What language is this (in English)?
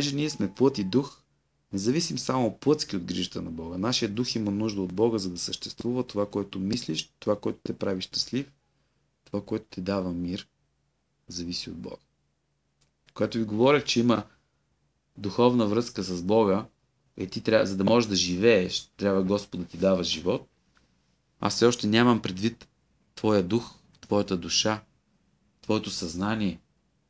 Bulgarian